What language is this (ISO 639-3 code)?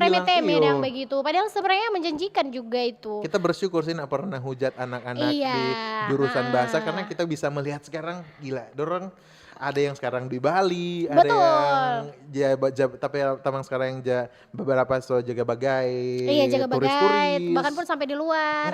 xmm